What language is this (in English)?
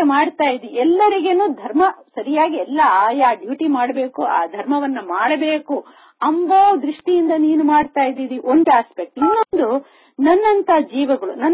Kannada